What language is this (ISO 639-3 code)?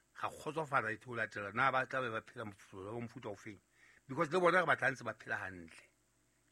sot